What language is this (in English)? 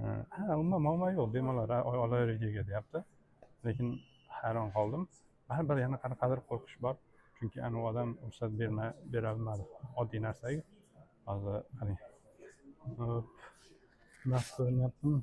Uzbek